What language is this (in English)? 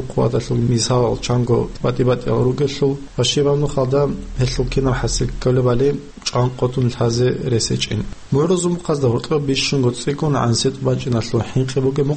Avaric